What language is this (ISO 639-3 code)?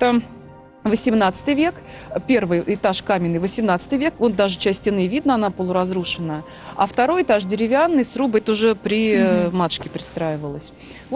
rus